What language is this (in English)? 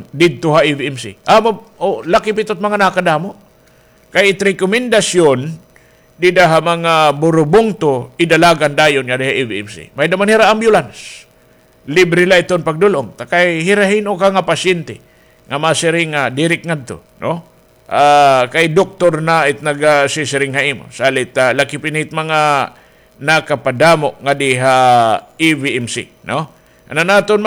Waray